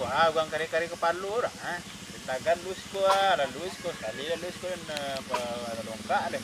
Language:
Minangkabau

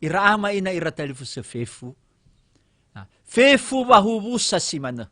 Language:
Nias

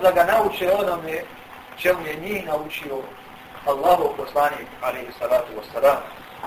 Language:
Bosnian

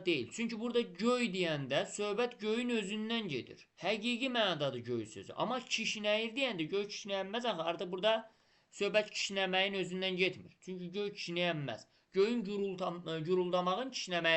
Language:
Azerbaijani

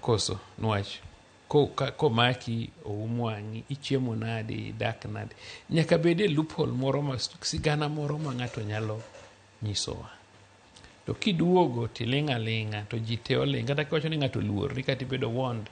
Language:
Luo (Kenya and Tanzania)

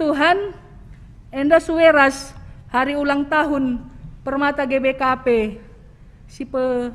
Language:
Batak Karo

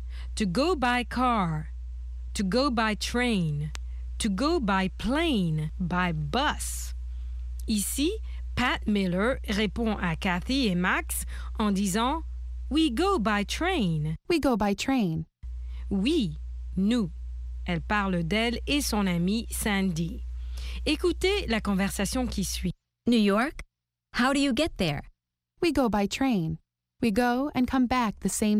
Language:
French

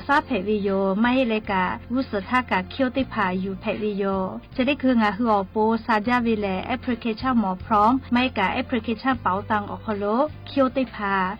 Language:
Lahu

